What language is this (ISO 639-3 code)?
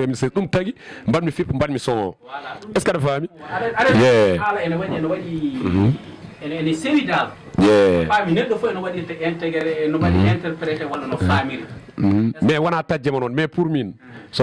ful